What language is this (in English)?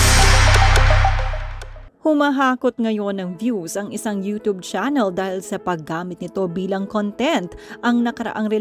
Filipino